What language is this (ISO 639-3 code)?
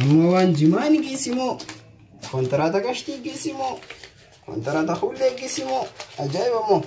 orm